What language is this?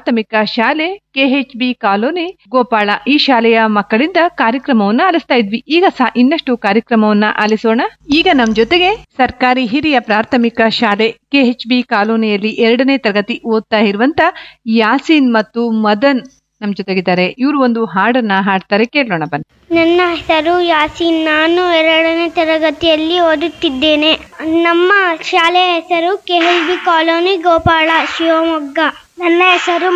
Kannada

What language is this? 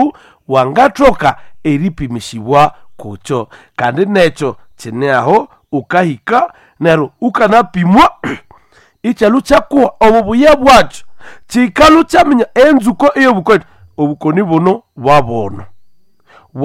Nande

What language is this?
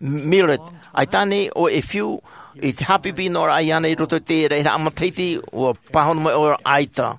Tahitian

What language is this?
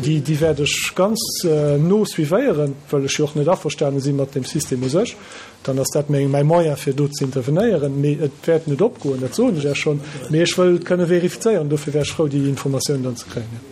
Luxembourgish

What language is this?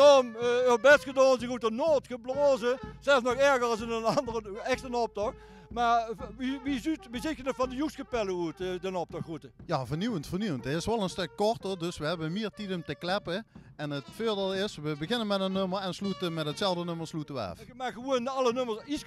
Limburgish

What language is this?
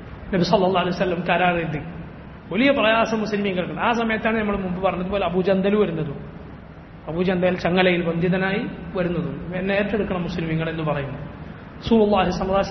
Malayalam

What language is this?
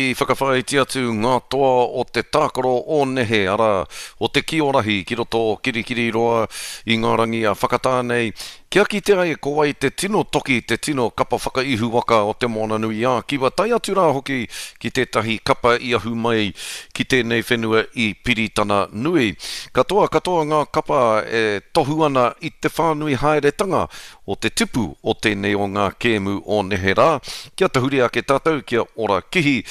Māori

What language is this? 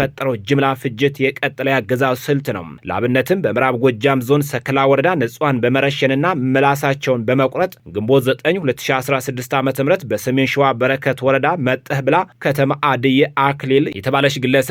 Amharic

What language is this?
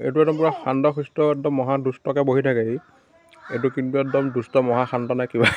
Assamese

